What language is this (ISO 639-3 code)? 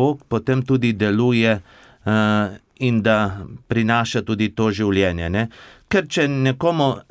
slv